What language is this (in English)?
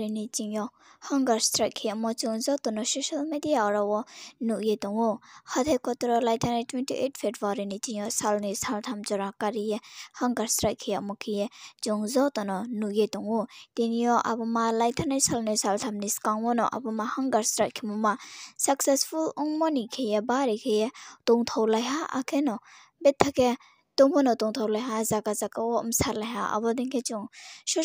Riang (India)